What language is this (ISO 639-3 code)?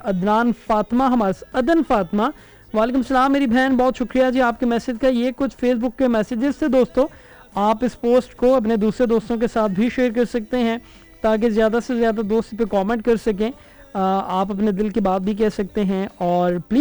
urd